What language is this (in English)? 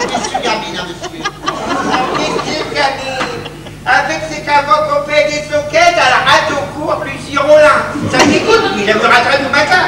Picard